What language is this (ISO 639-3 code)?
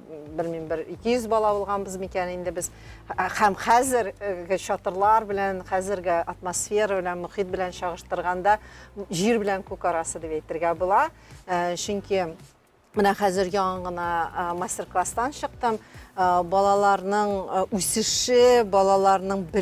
tat